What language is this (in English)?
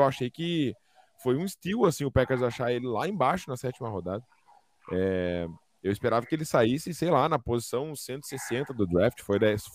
Portuguese